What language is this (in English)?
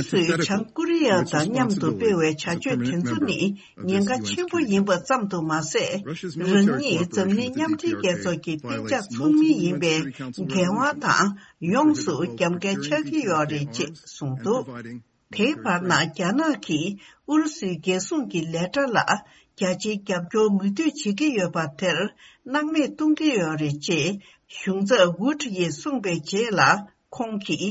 Tibetan